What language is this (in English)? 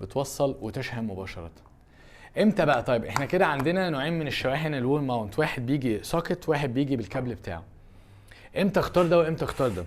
Egyptian Arabic